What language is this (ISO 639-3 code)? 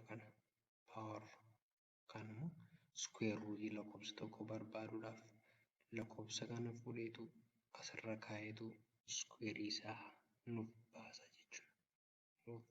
orm